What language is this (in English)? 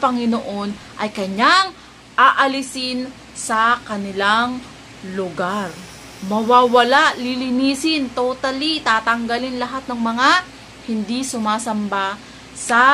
Filipino